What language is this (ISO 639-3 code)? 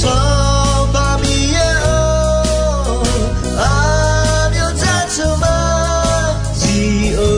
ahk